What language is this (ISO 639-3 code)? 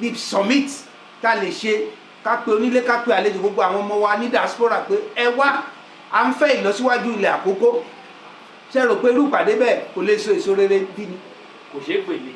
yor